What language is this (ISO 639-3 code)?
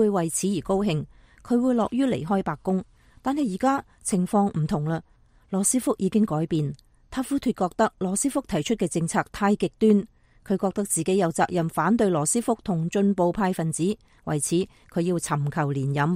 yue